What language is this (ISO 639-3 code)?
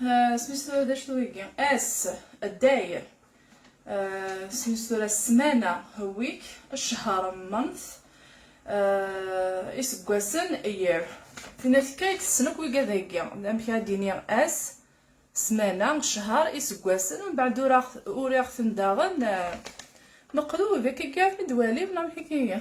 kab